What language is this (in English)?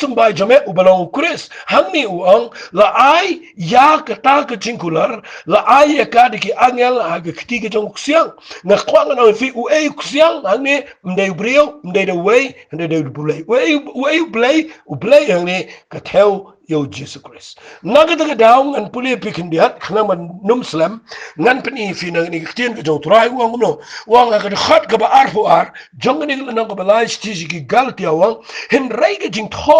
Khasi